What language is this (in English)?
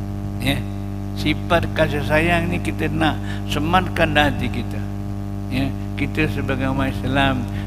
Malay